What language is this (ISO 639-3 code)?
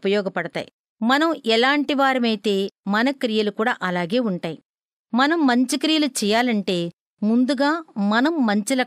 tel